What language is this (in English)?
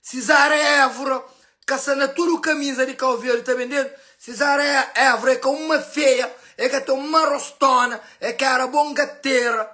Kabuverdianu